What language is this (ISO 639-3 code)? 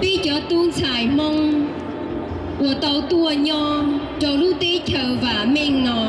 hmn